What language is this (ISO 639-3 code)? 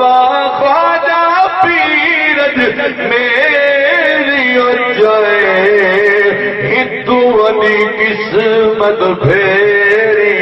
skr